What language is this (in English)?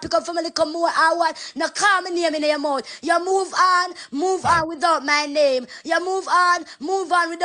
Jamaican Creole English